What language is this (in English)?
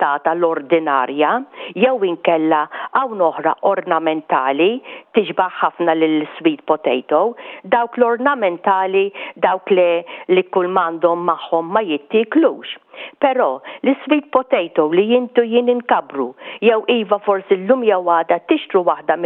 Maltese